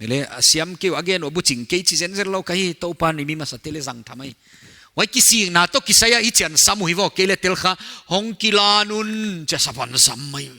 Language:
Paite Chin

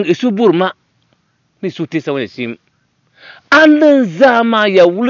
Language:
Dagbani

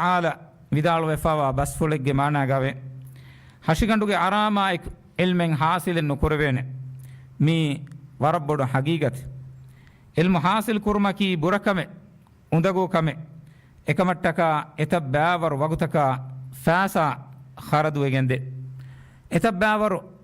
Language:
Divehi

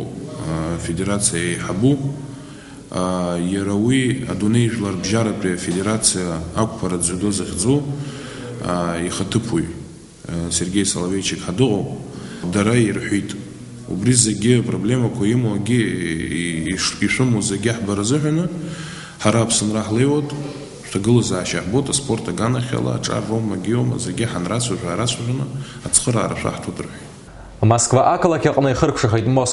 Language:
Abkhazian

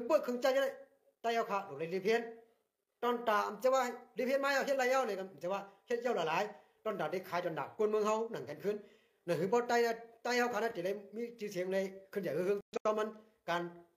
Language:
Shan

